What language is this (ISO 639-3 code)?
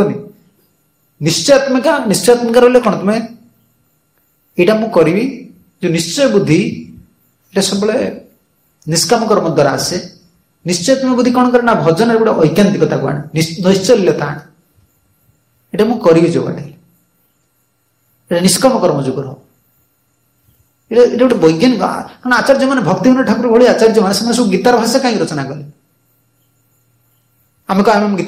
ori